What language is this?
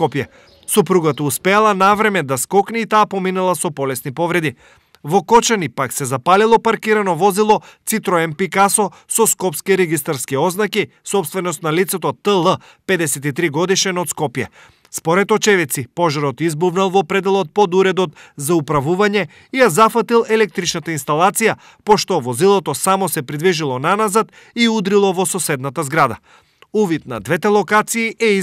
Macedonian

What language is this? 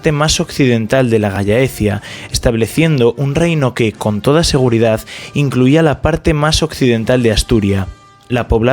Asturian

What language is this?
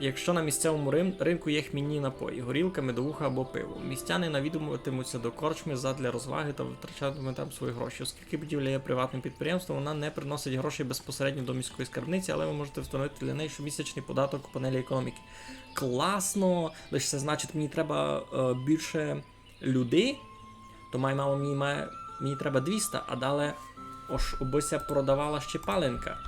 Rusyn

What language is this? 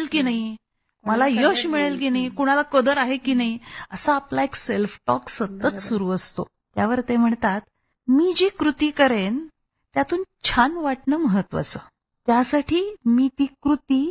Marathi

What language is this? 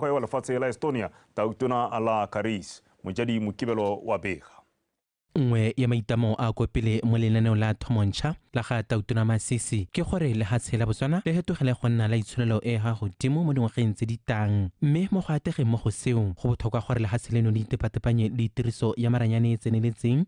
Tswana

